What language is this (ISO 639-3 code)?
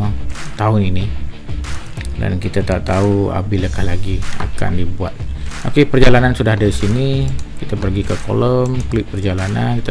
msa